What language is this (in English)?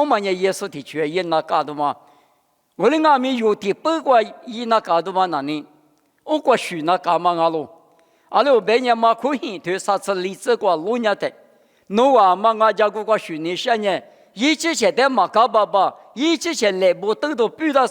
Lisu